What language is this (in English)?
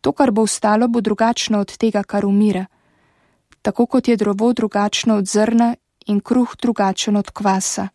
Slovenian